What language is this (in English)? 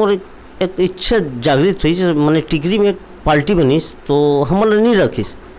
Chhattisgarhi